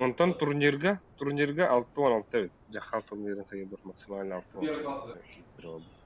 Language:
Yakut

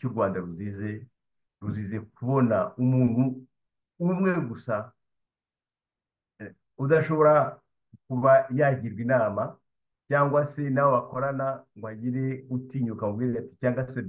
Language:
Kinyarwanda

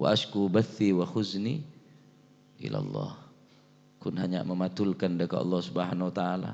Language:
Madurese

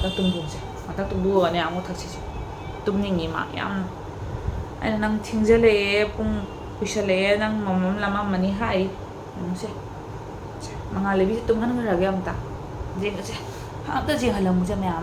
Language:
Manipuri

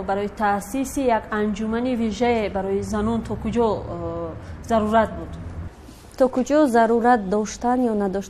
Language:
Tajik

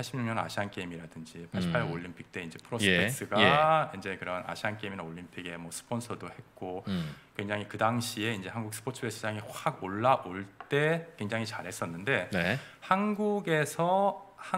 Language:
Korean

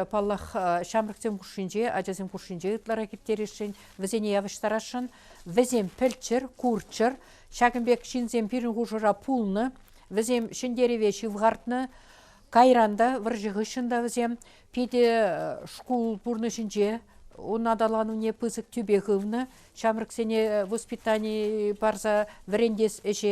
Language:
Chuvash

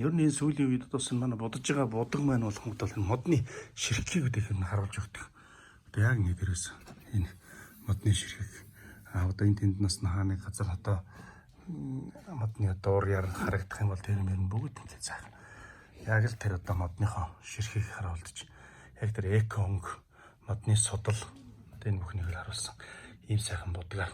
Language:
Mongolian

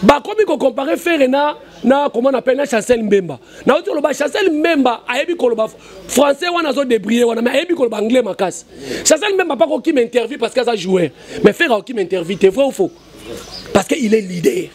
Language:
Lingala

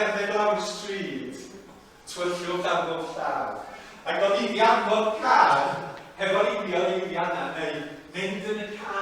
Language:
Welsh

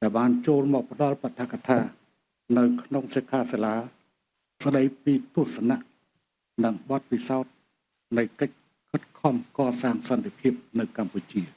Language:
Khmer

